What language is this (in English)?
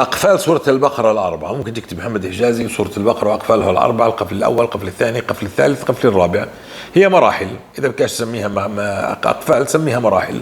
North Levantine Arabic